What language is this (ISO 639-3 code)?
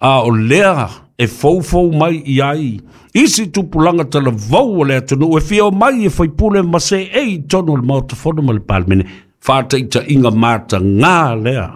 smo